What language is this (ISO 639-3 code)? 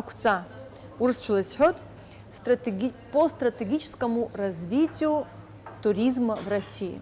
abk